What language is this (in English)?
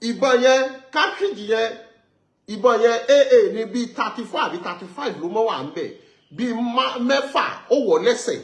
Yoruba